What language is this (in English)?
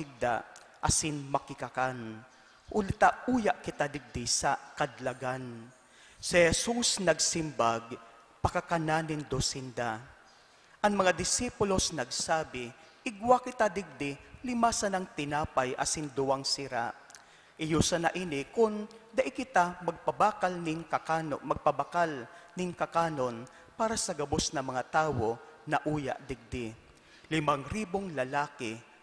Bikol